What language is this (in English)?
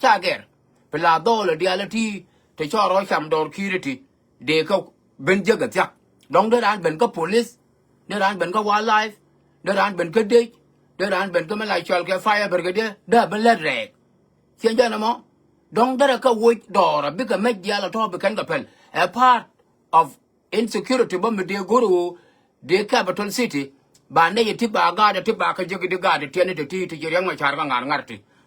Nuer